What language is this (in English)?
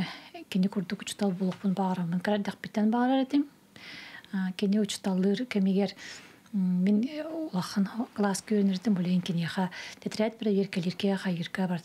Yakut